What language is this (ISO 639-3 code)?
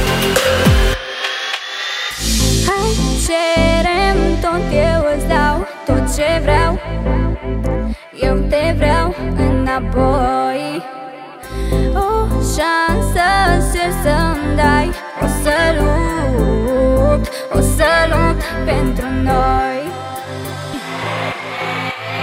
ron